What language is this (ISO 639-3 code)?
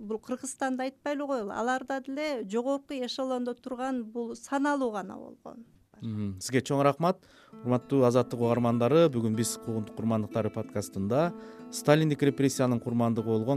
kir